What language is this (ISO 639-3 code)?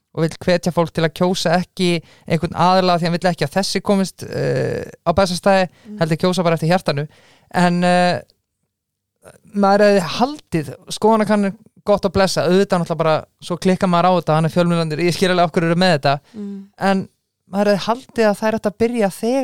isl